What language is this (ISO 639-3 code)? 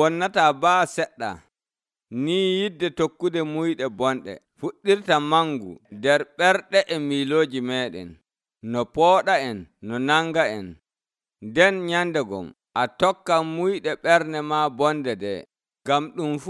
fuv